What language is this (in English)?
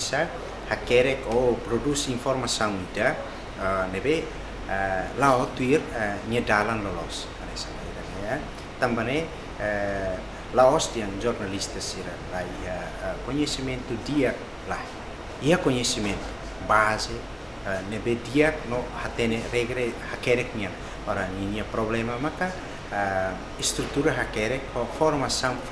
Tetum